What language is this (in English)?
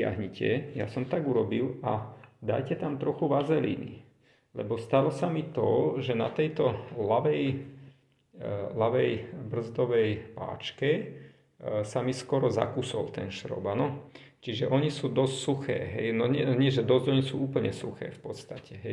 Slovak